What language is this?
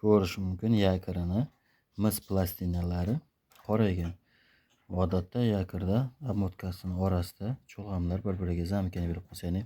Uzbek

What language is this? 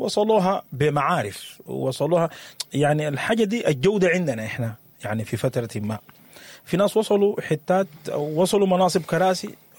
Sudanese Arabic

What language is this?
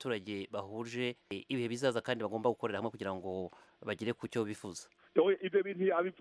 Kinyarwanda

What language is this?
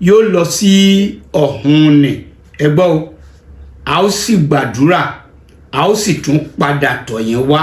Yoruba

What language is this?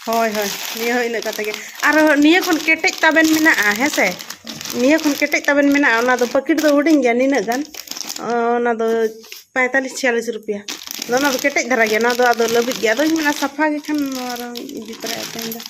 Santali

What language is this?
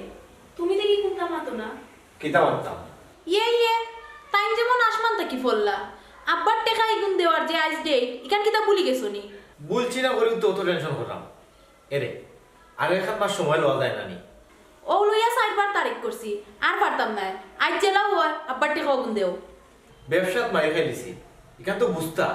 Sylheti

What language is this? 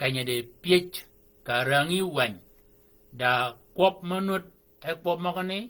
Shilluk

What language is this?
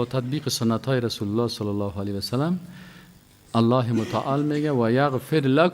Persian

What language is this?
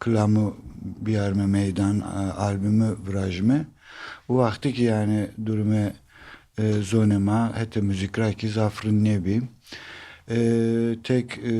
Zaza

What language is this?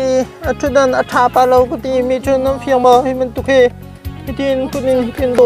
Hakha Chin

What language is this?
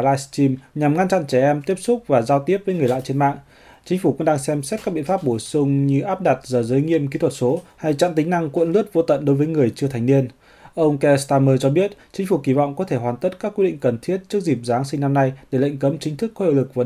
Vietnamese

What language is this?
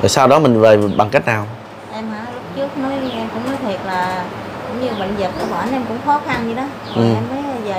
Vietnamese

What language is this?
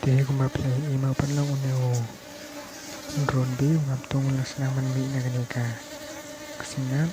Khasi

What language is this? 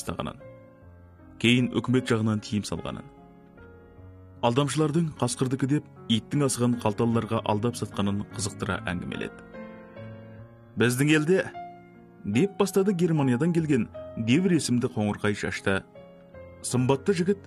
Kazakh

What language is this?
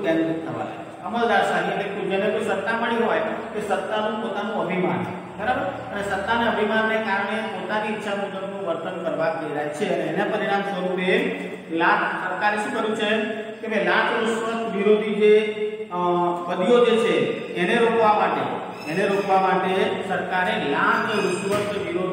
Gujarati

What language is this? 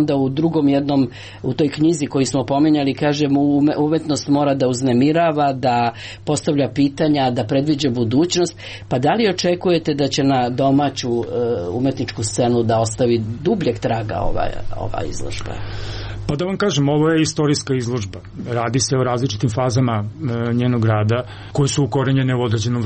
Serbian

